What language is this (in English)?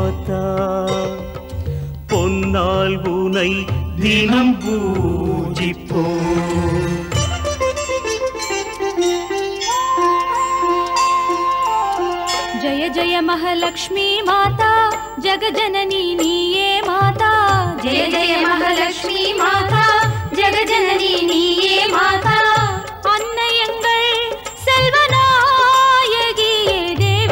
Tamil